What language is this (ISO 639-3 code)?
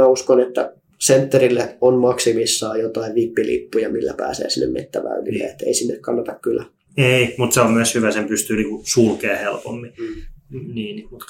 fin